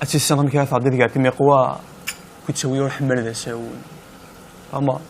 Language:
Kabyle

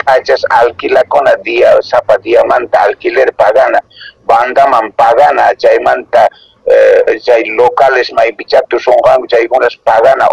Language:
Quechua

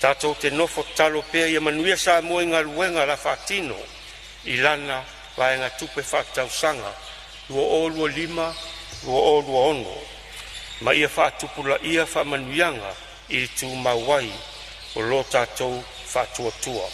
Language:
Samoan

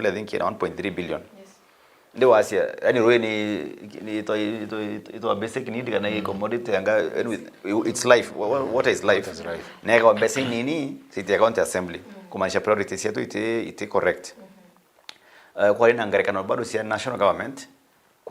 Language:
Meru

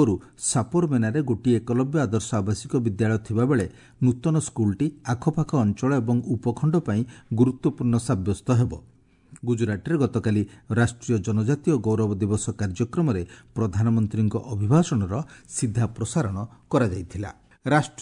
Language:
Odia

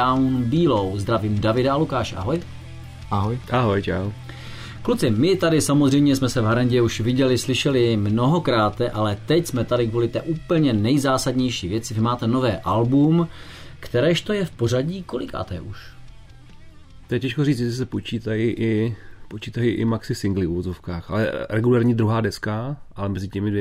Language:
Czech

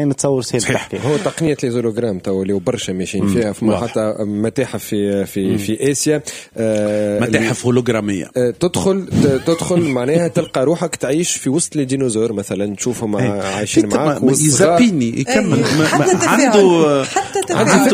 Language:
Tunisian Arabic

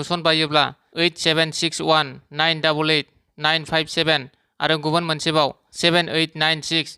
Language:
Bodo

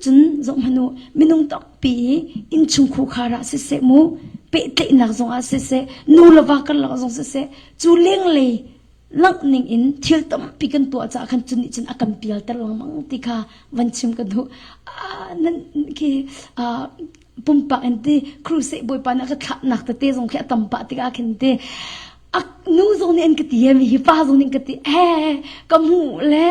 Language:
Hakha Chin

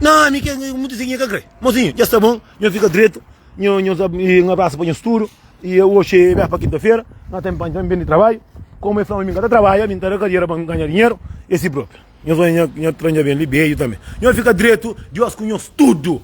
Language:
Kabuverdianu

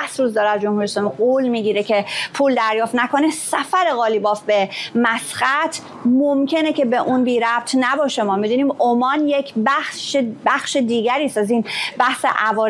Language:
Persian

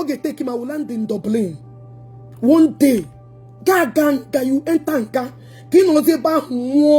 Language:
Igbo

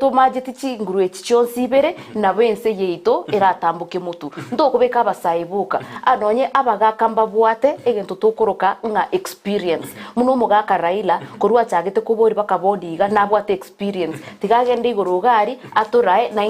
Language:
Gusii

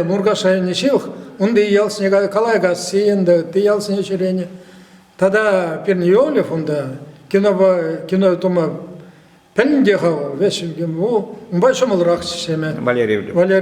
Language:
Chuvash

